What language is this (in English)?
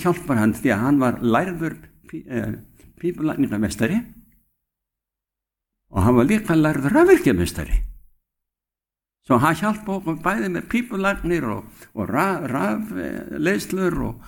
Icelandic